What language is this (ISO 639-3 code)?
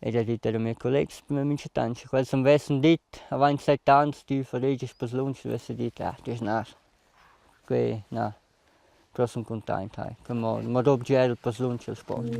roh